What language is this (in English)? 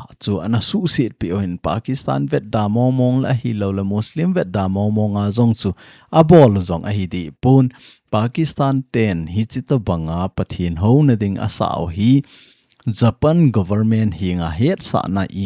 Thado Chin